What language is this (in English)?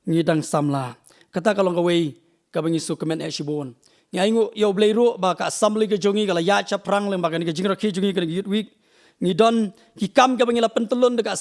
Khasi